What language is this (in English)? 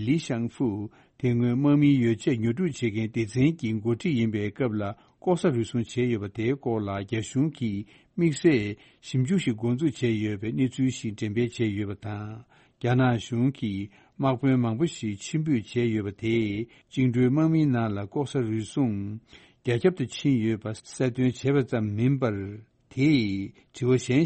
Tibetan